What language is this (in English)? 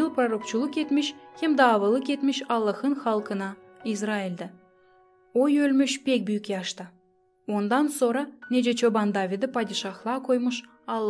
Gagauz